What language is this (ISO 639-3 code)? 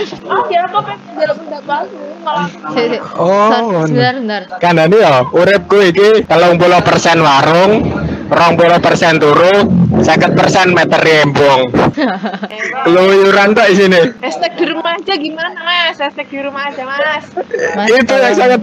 ind